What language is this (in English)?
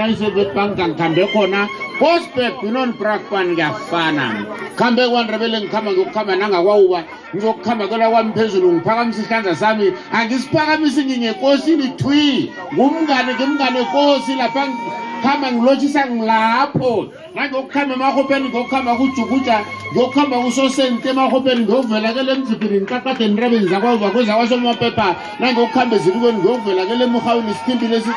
South Ndebele